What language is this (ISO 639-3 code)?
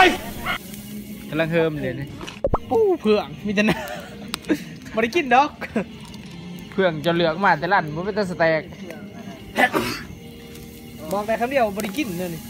tts